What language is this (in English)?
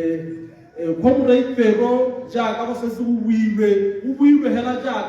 Tswana